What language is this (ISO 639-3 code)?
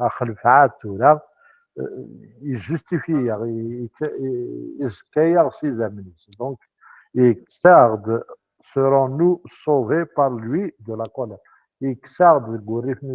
kab